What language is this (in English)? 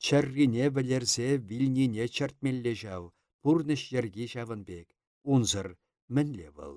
Chuvash